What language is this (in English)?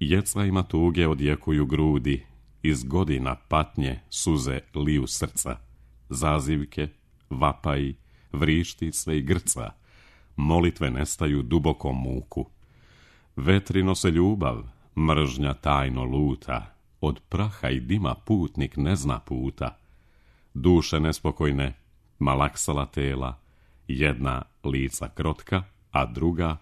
Serbian